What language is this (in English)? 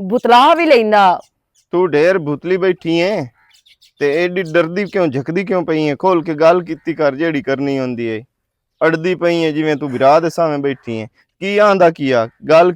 Western Panjabi